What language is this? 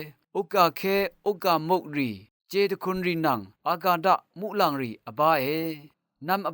Rawang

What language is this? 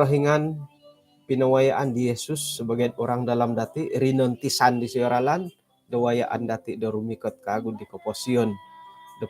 Central Dusun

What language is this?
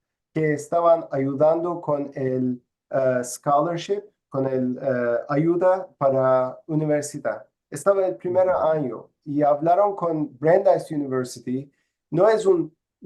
Ladino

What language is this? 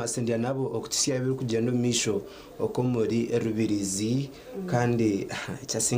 Nyankole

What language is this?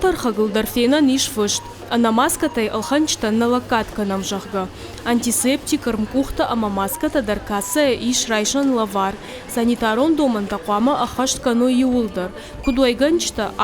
Ossetic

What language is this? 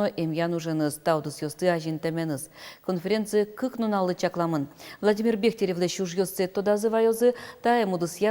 Udmurt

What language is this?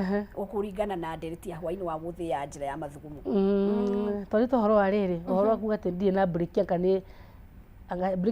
Kikuyu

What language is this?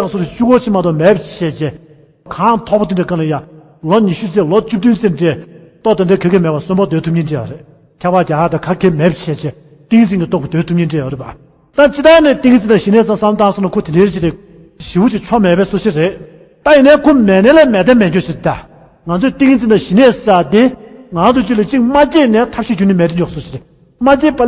Tibetan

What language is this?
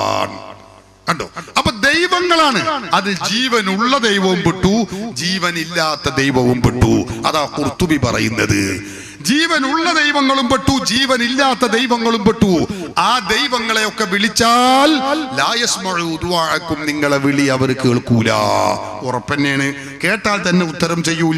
Malayalam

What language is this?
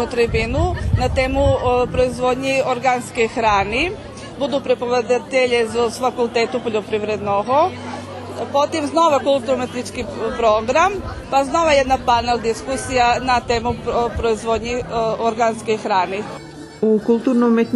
Rusyn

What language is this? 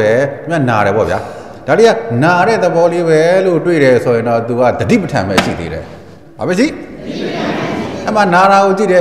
Burmese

